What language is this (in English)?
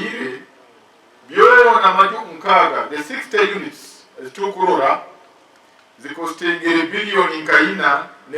Nyankole